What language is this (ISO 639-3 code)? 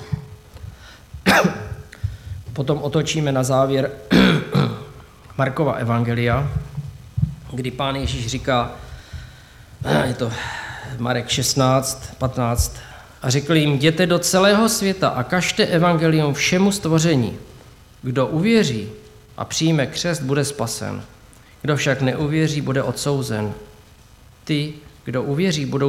ces